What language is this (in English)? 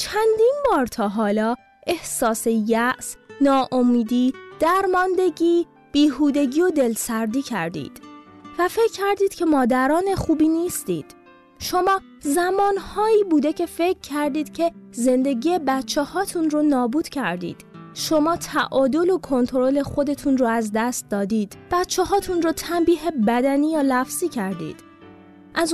Persian